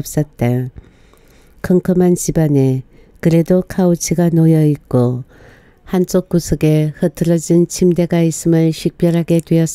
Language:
Korean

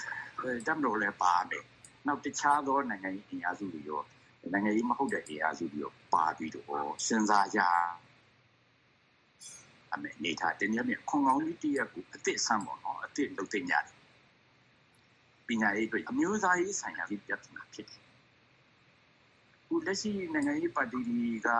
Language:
Burmese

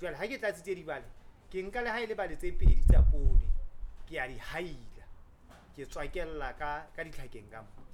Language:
Southern Sotho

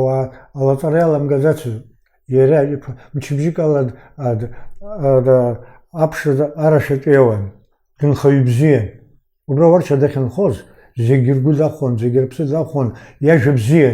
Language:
Abkhazian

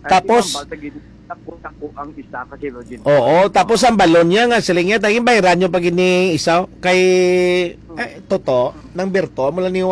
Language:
Hiligaynon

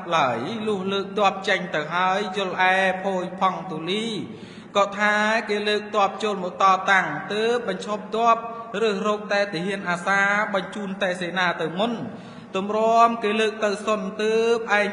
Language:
Khmer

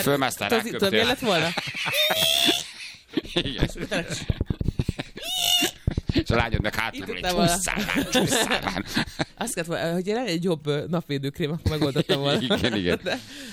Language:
Hungarian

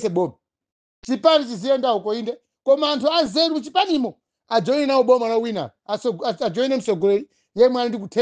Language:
Nyanja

